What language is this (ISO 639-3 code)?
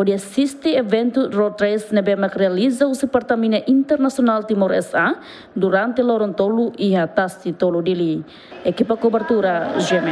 tet